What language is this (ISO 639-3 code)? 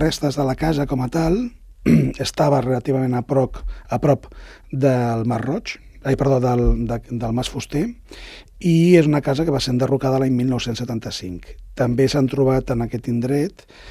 cat